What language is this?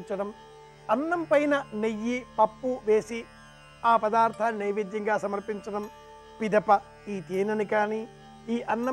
Telugu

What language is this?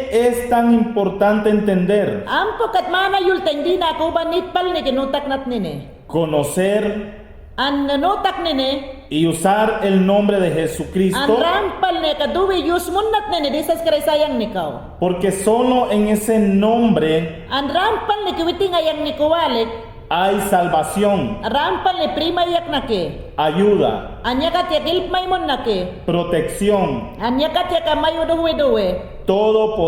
Mayangna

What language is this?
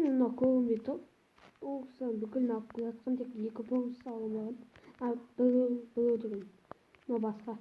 Kazakh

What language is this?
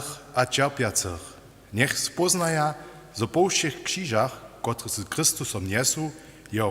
Upper Sorbian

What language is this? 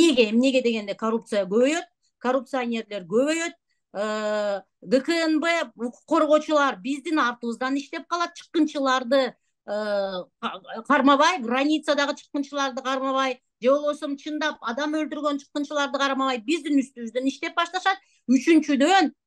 Kyrgyz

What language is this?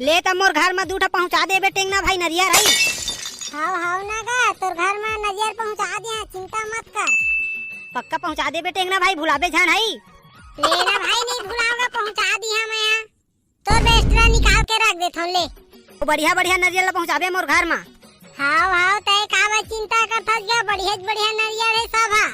Chhattisgarhi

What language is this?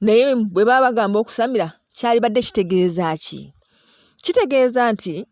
Ganda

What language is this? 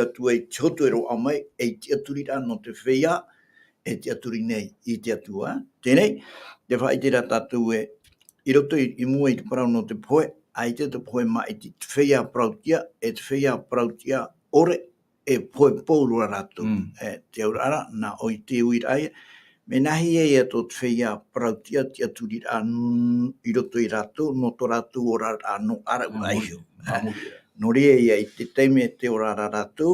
Tahitian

